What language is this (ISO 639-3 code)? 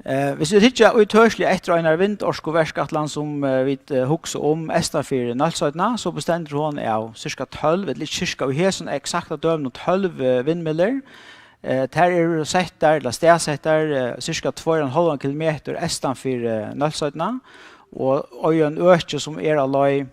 fao